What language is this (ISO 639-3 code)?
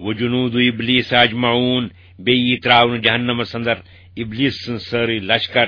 kas